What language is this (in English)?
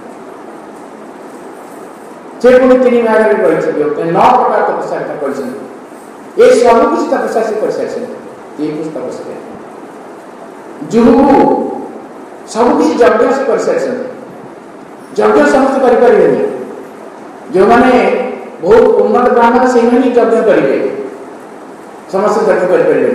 Odia